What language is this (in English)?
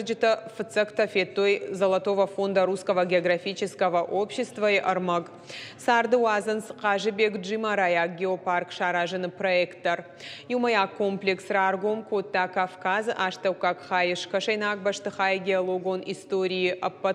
Ossetic